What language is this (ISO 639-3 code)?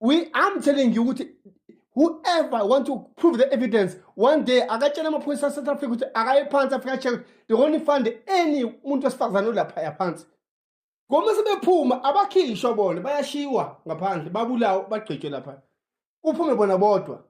zul